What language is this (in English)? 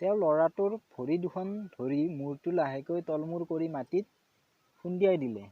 Assamese